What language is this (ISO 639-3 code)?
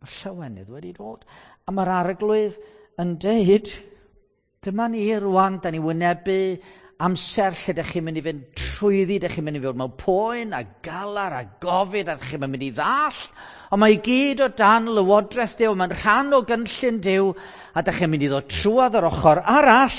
cym